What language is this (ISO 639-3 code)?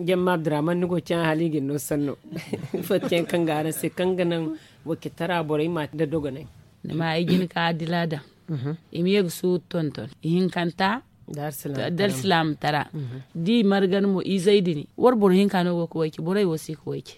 dje